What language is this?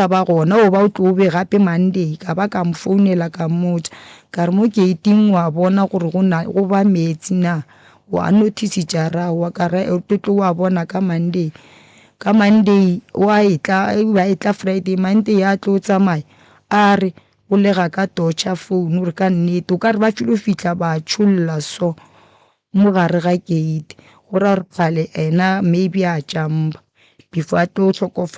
Northern Sotho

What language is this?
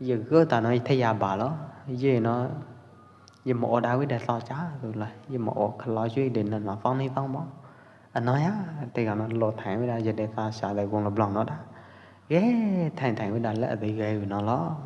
Pwo Eastern Karen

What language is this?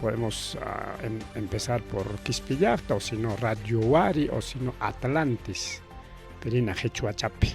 Ayacucho Quechua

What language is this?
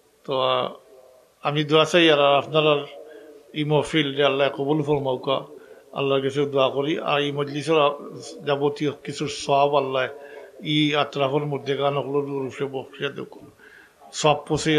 Sylheti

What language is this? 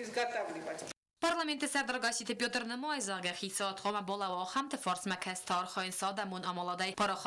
Ossetic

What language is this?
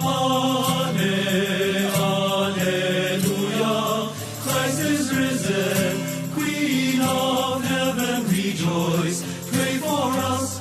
Pampanga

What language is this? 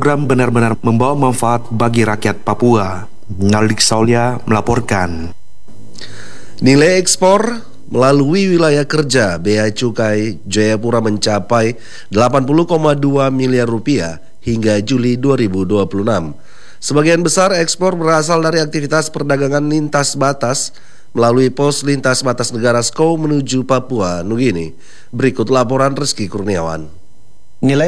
Indonesian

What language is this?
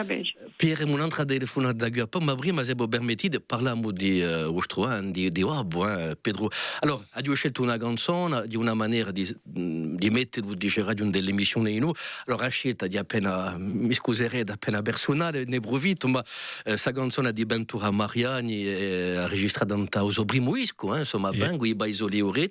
Corsican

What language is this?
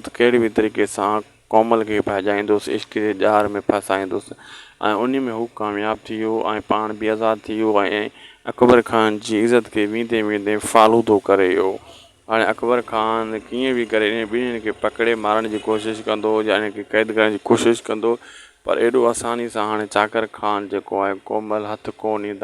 Sindhi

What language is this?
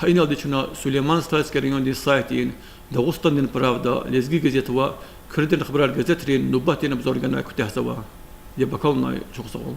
Lezghian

